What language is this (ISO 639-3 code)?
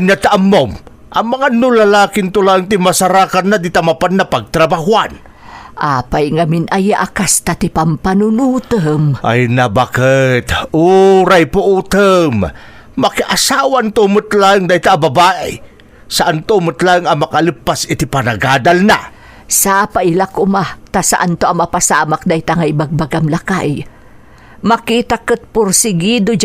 ilo